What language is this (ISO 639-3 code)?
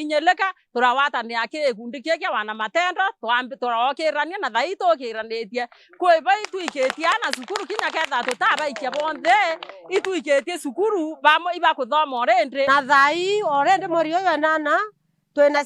mer